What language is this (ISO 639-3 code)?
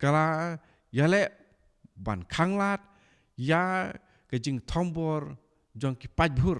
kha